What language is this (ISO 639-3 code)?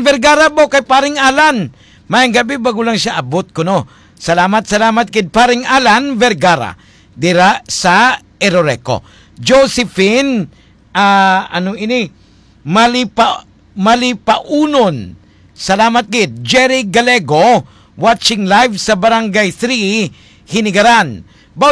hil